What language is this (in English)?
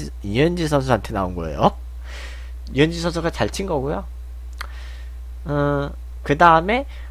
Korean